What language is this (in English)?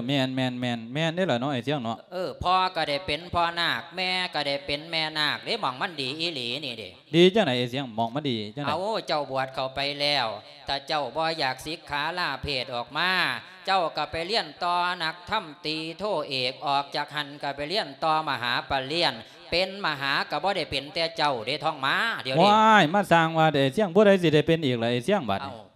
Lao